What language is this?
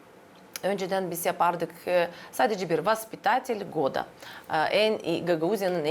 Gagauz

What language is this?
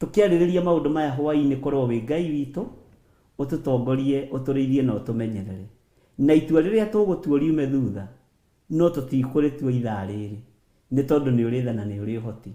Kikuyu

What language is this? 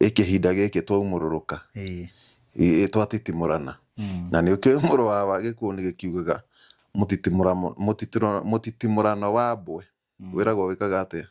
Kikuyu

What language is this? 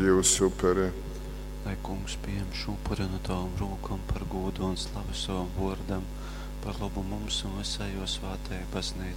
Latgalian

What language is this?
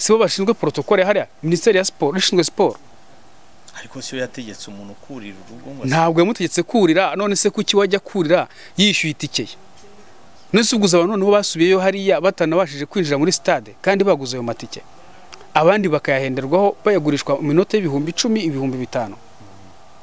Kinyarwanda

